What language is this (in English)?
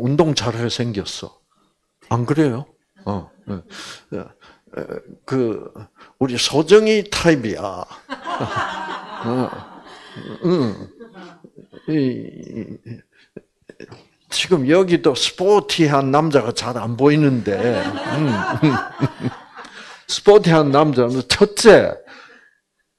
Korean